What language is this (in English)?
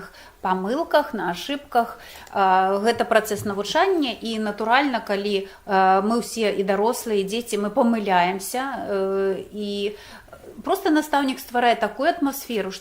Belarusian